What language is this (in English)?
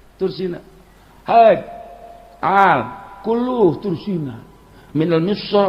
Sundanese